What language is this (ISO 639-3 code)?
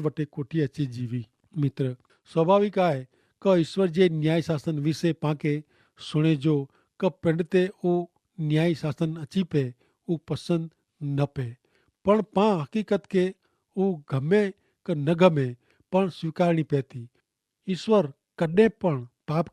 kfr